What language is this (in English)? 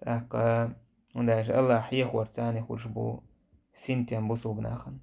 Chechen